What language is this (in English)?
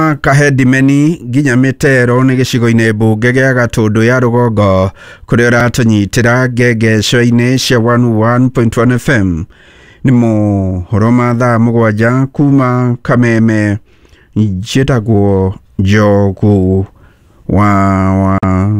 Kikuyu